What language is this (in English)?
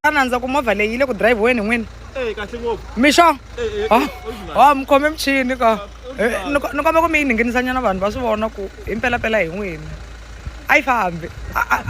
Tsonga